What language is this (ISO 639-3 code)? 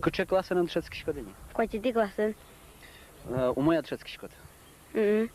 udm